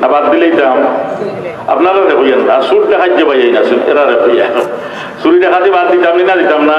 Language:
Sylheti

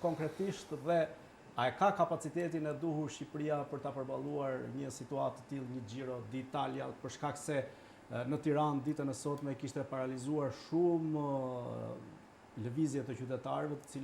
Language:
Albanian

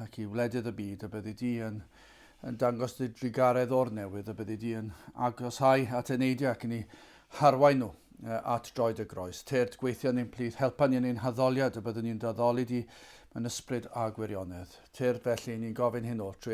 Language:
Welsh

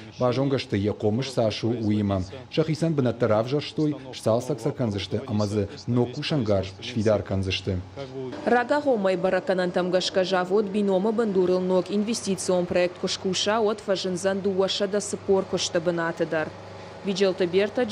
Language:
Ossetic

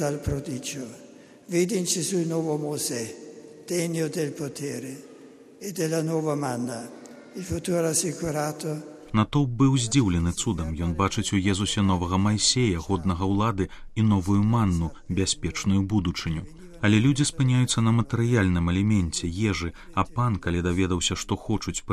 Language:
Belarusian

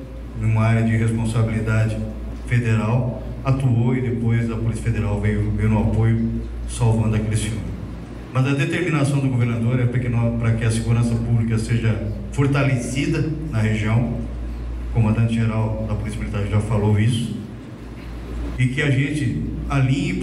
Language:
Portuguese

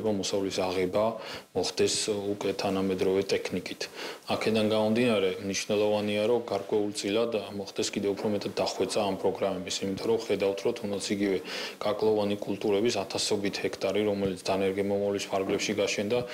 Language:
Georgian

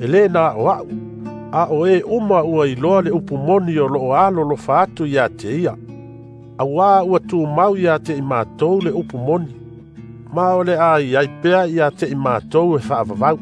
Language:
Samoan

